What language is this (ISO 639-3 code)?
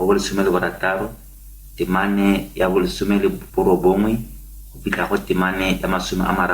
tsn